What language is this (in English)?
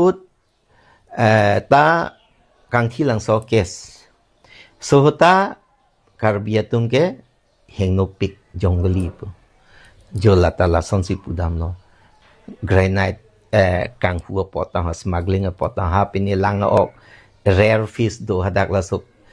Karbi